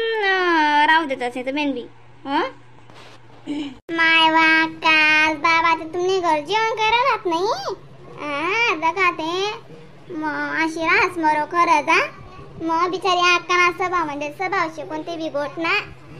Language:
Khandesi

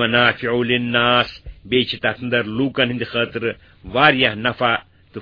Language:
Kashmiri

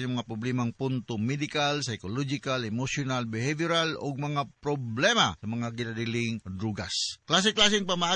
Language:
Cebuano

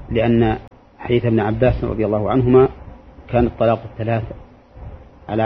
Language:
Arabic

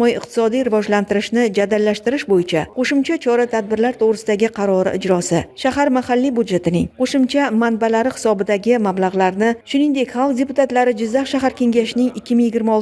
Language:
Uzbek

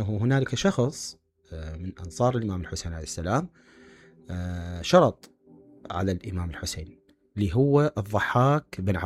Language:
Mesopotamian Arabic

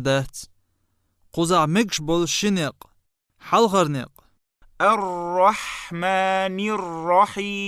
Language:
Chechen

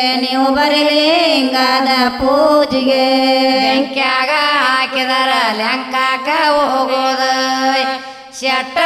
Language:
Kannada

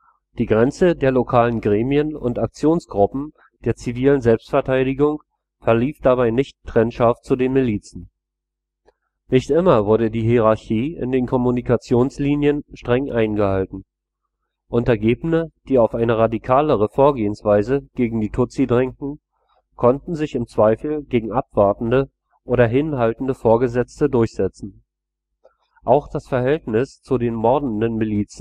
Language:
German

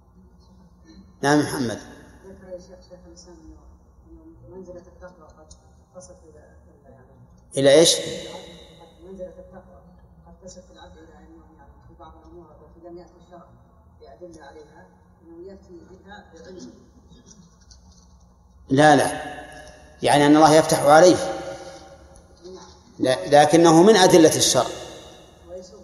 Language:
Arabic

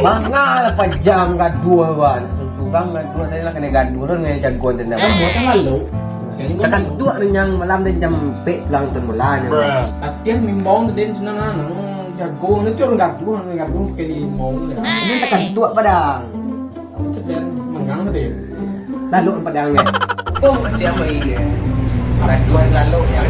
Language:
Minangkabau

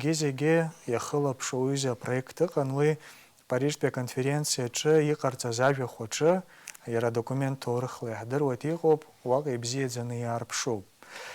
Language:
Abkhazian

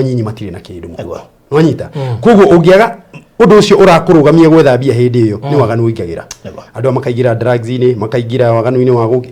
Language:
Kikuyu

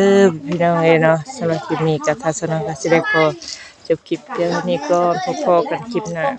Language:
Northeastern Thai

